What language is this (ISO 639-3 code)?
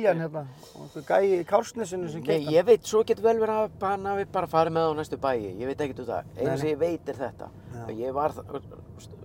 isl